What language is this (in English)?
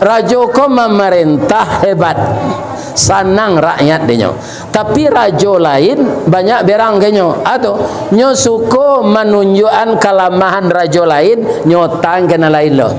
Minangkabau